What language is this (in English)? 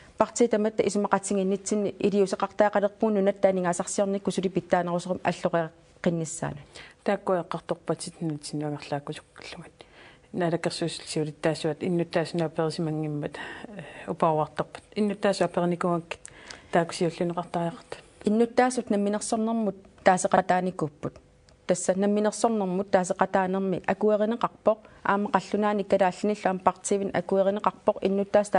Kalaallisut